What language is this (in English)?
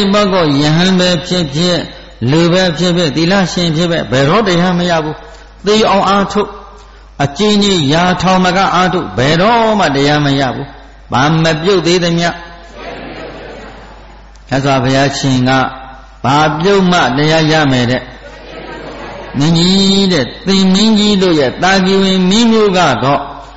Burmese